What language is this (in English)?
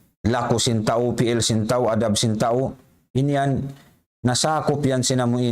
Tausug